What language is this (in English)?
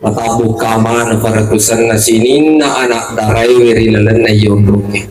Buginese